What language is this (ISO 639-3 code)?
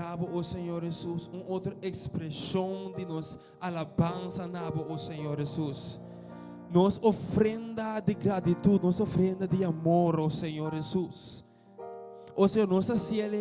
pap